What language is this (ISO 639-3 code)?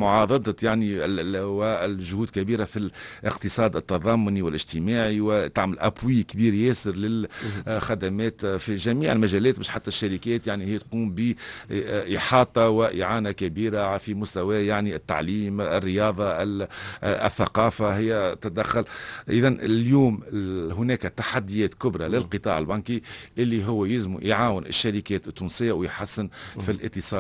aeb